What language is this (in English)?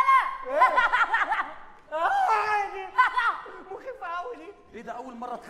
Egyptian Arabic